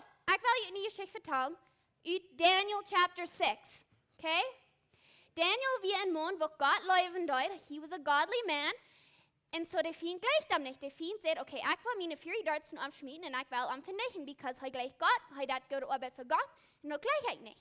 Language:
Plautdietsch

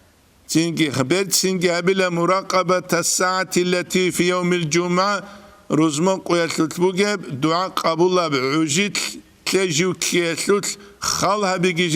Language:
Avaric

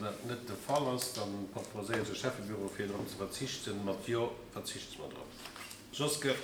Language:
Luxembourgish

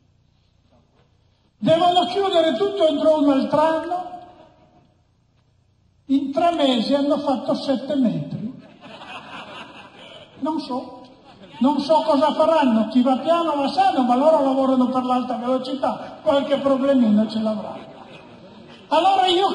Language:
Italian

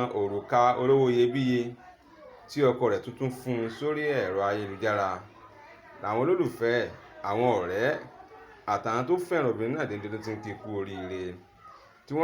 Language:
Yoruba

